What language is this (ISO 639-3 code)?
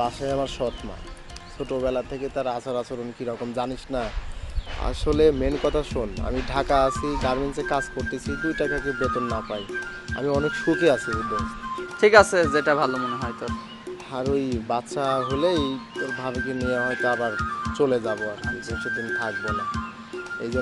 ben